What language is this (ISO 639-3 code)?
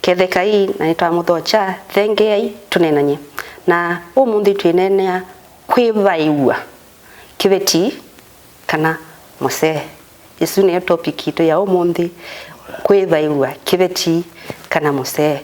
kam